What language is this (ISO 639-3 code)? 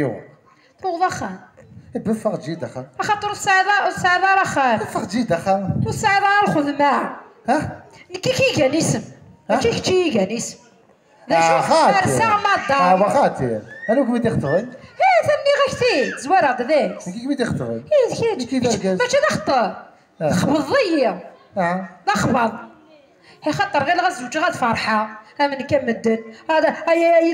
kab